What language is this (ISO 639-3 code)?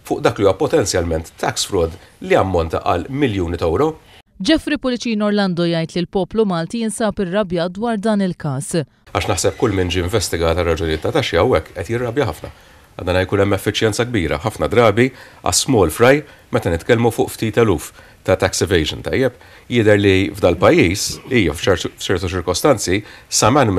mlt